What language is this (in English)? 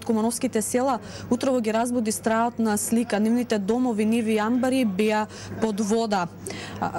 Macedonian